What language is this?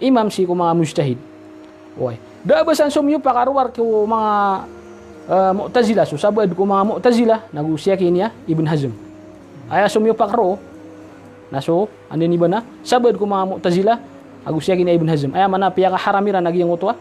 Maranao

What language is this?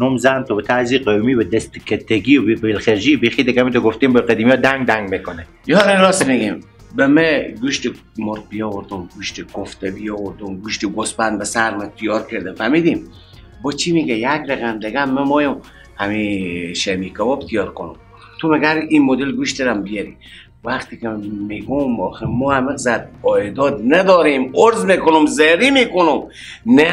Persian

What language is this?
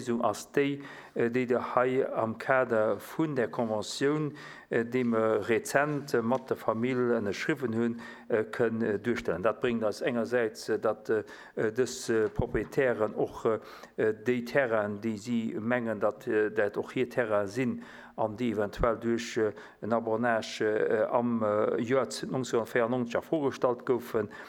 Luxembourgish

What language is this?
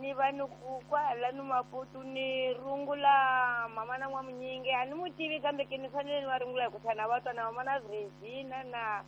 Tsonga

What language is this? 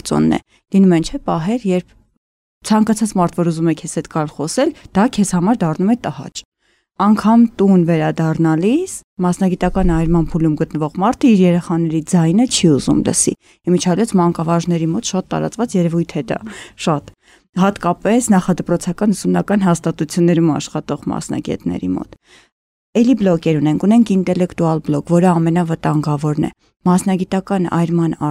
Armenian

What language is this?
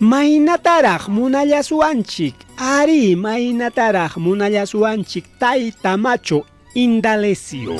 Ayacucho Quechua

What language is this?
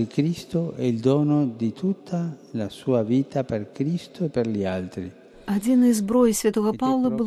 Belarusian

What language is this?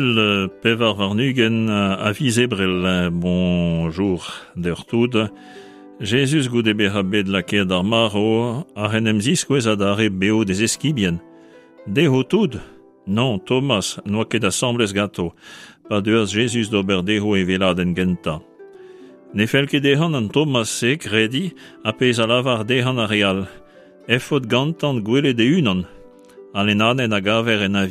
Breton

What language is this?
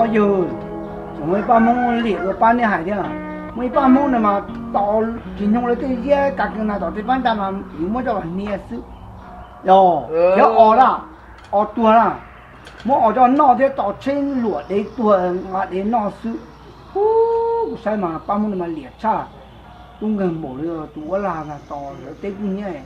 Hmong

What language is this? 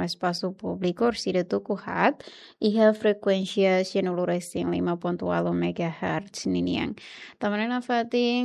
Tetum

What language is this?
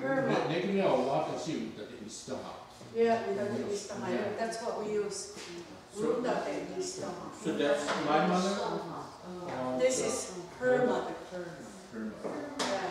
Mohawk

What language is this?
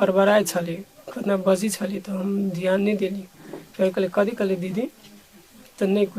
Maithili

